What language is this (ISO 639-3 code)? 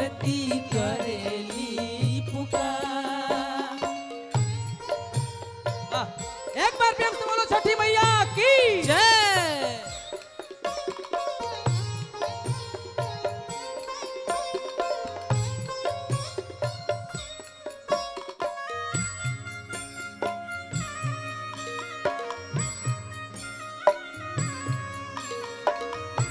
bho